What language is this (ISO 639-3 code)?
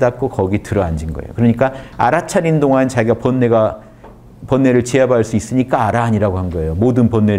kor